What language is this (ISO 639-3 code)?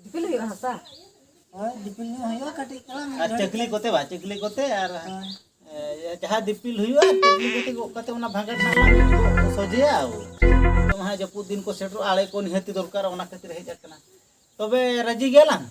sat